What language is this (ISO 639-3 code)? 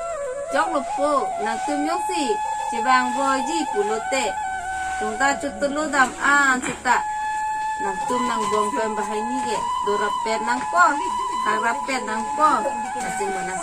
mjw